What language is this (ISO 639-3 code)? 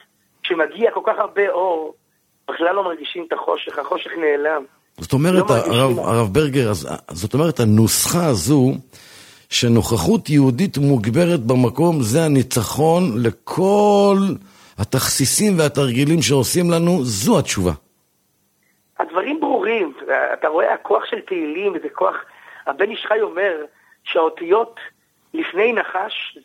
heb